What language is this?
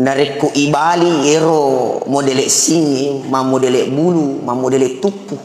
Buginese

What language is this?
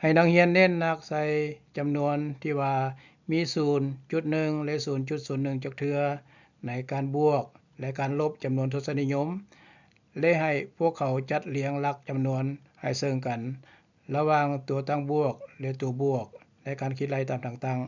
Lao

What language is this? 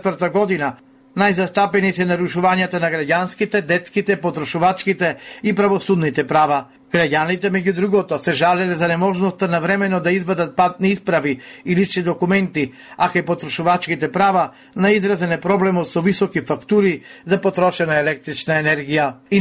Macedonian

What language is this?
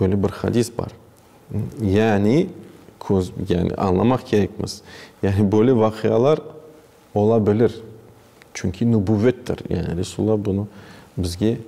Crimean Tatar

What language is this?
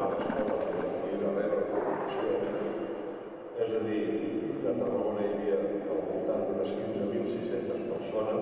Catalan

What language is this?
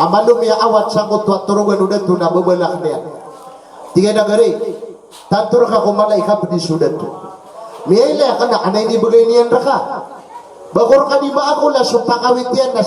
Maranao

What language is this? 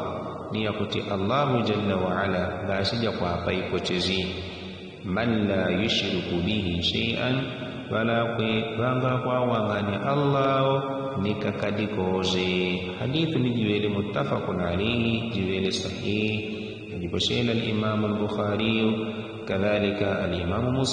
Yao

